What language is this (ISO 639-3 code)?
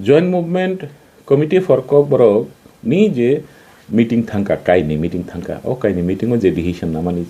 trp